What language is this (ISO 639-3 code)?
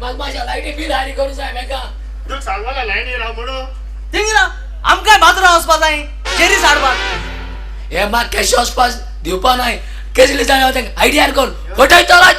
kok